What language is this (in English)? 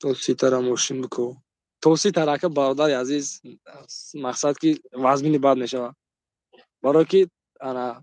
Tajik